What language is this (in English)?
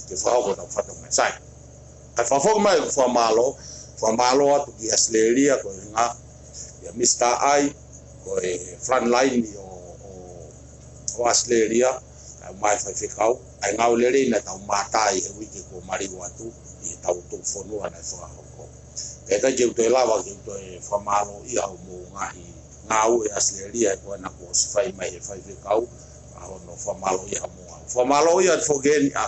Tongan